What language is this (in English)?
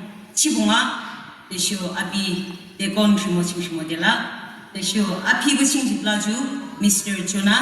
Yimchungru Naga